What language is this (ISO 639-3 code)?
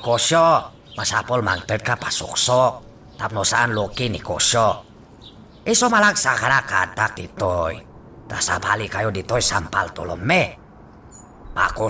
ilo